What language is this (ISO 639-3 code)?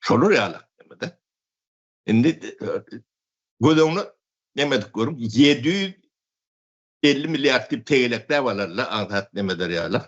tuk